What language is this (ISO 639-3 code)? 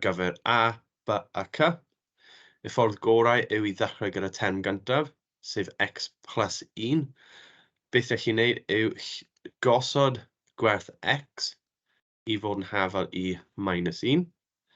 cym